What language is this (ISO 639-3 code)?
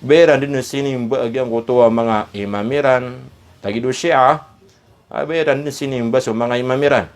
mrw